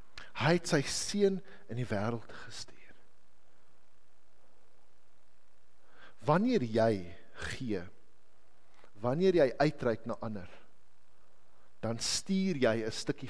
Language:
Afrikaans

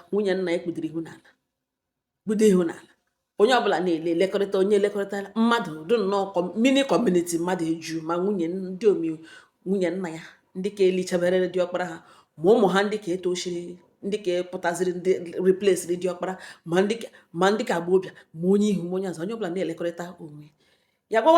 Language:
Igbo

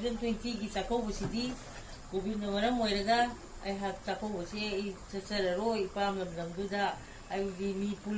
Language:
Manipuri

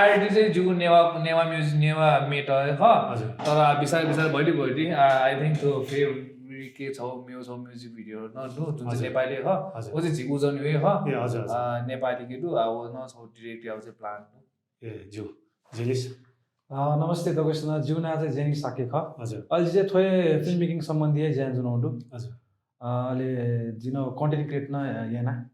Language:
Newari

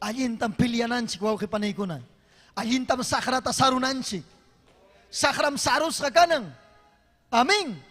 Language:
Ayacucho Quechua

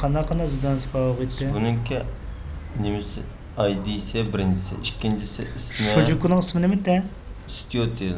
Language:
Uyghur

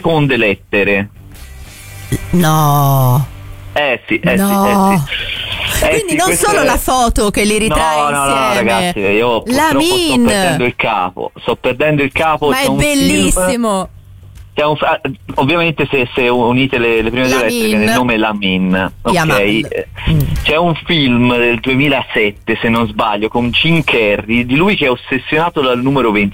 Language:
Italian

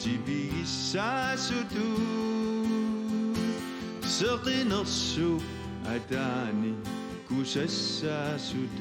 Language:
Kalaallisut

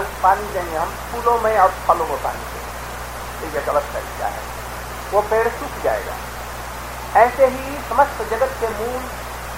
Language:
Hindi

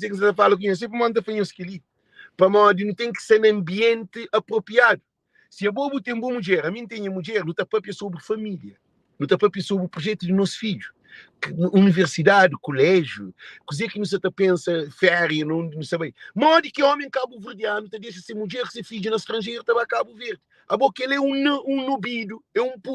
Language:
Kabuverdianu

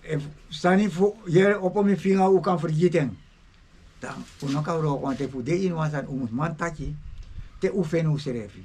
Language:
Sranan Tongo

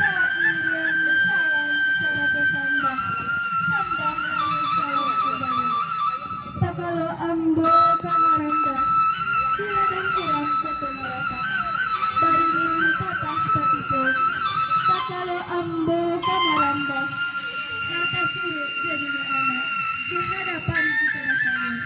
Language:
Minangkabau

